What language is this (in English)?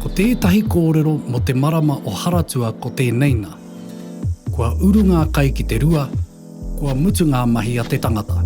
Māori